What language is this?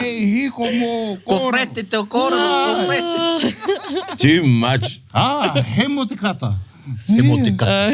Māori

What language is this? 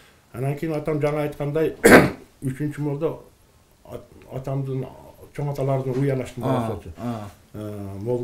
Kyrgyz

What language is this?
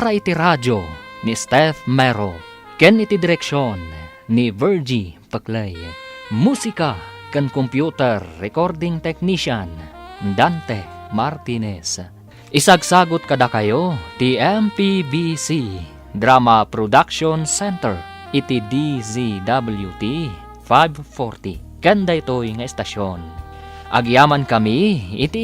Iloko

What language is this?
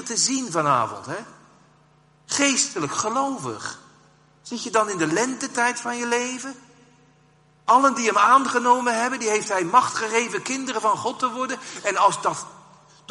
Dutch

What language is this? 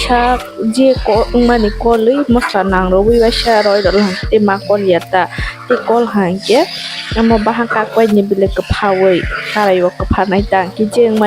Kok Borok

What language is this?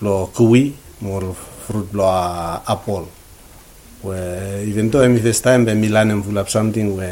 Bislama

